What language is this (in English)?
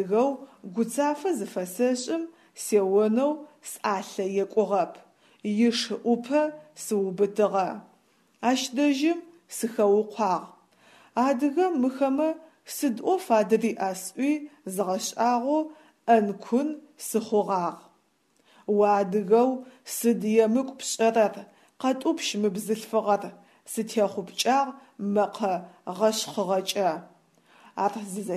Adyghe